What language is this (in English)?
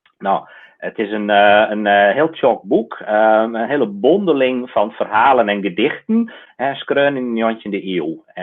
Western Frisian